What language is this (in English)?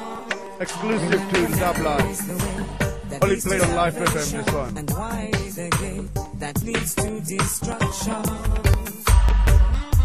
English